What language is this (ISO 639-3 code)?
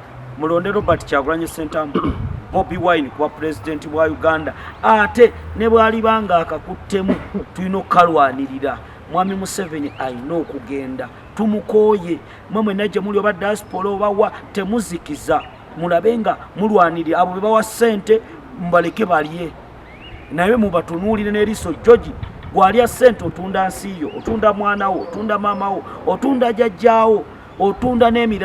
lug